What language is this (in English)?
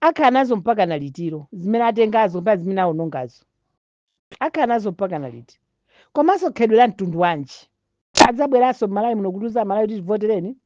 Nyanja